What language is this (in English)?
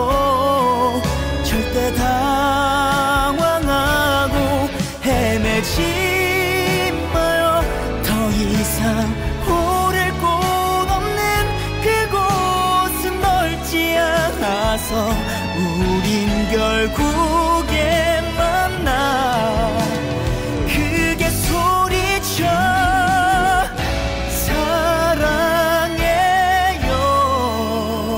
Korean